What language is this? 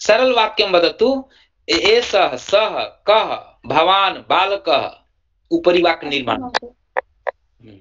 Sanskrit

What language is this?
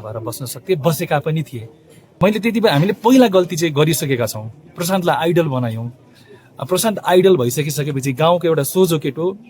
Nepali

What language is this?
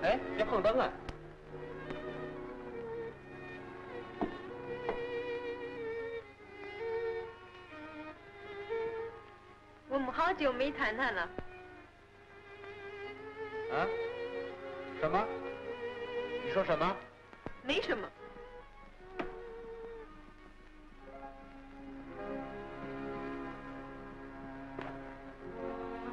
Chinese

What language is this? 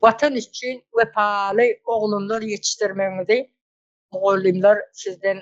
Turkmen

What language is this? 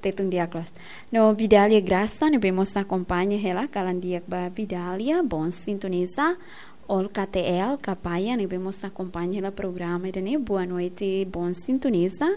Tetum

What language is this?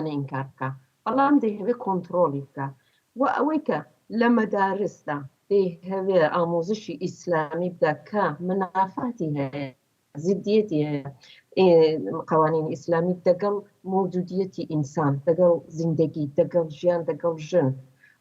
Central Kurdish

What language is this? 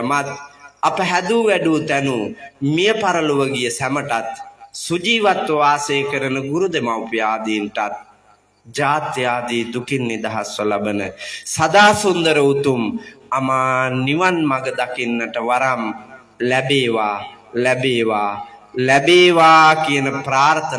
Sinhala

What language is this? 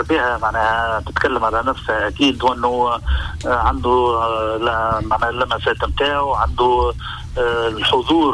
Tunisian Arabic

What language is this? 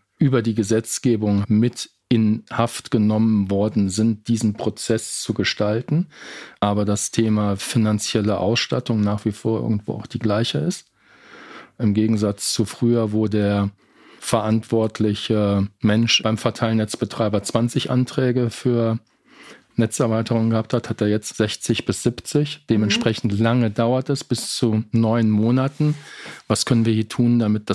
German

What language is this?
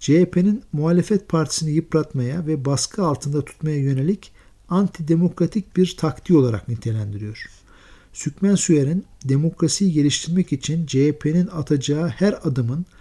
Turkish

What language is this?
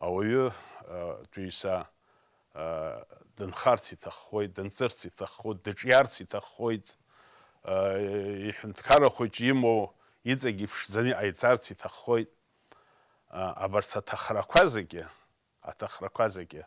Abkhazian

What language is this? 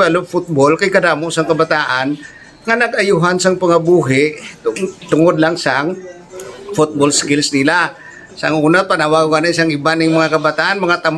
Hiligaynon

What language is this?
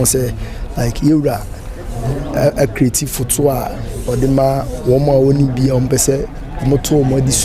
Akan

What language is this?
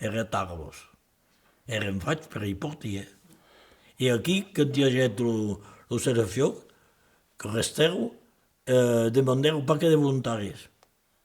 Occitan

